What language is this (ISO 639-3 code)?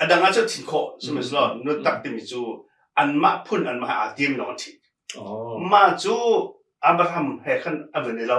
cnh